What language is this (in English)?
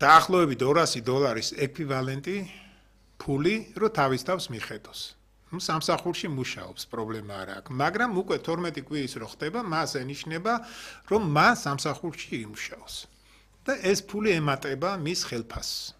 Georgian